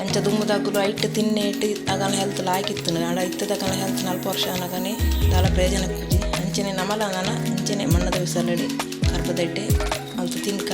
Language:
Tulu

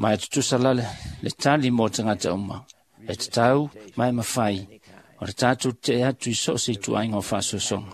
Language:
Samoan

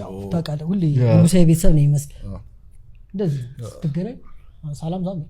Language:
Amharic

